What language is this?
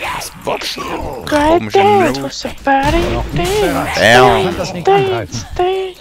Swiss German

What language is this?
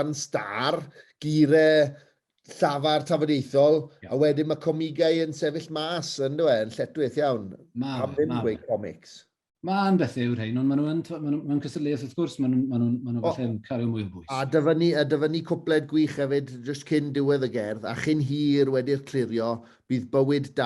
Welsh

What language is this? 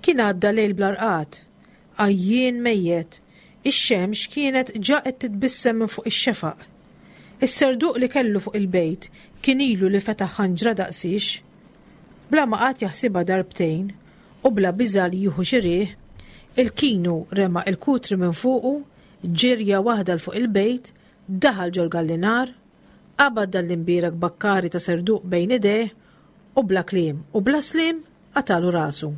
Maltese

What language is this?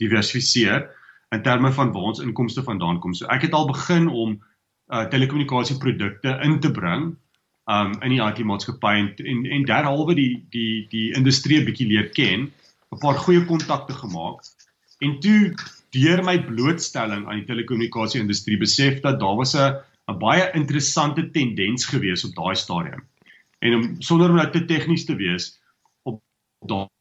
Afrikaans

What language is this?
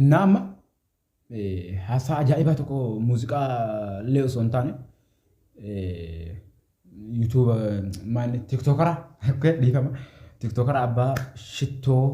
Oromo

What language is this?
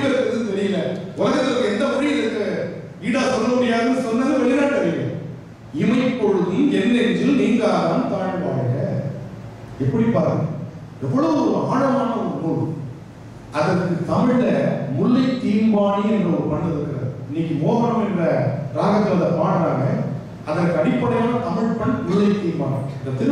Tamil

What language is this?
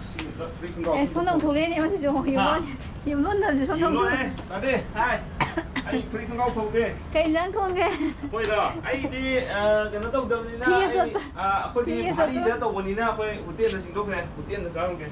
Manipuri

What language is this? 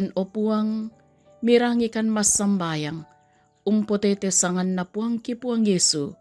Toraja-Sa'dan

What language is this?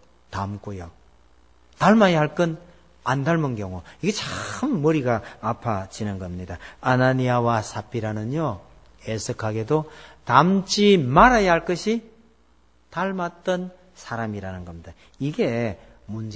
Korean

